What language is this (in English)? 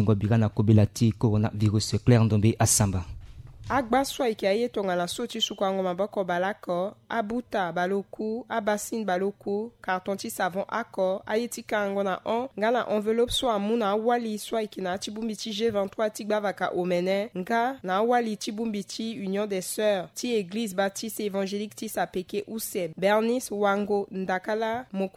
Sango